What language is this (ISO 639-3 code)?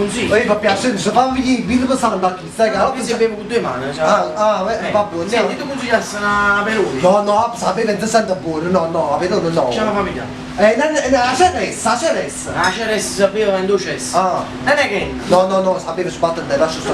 nap